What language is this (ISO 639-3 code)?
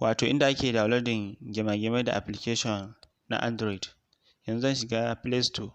hau